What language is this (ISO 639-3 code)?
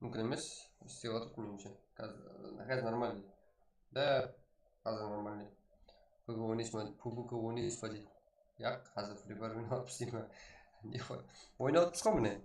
kaa